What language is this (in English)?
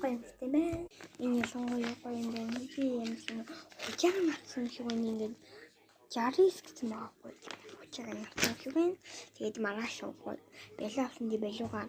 Mongolian